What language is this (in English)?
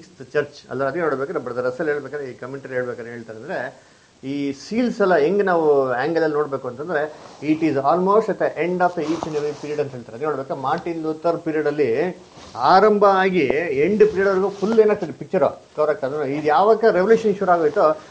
Kannada